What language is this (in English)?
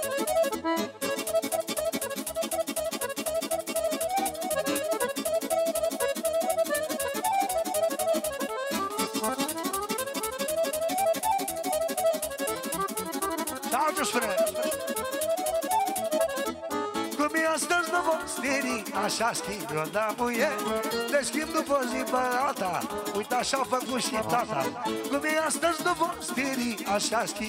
Romanian